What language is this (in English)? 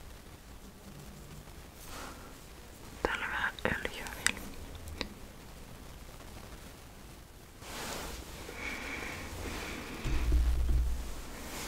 Finnish